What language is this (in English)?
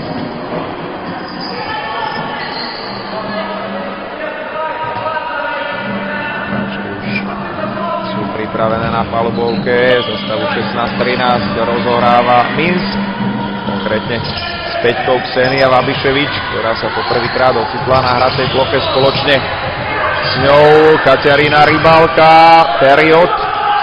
Slovak